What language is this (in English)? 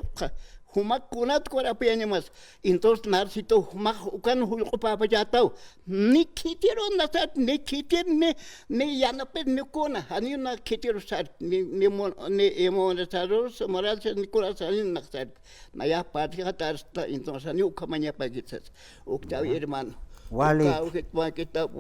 Aymara